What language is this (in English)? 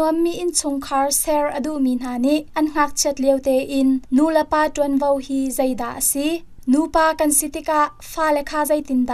Hakha Chin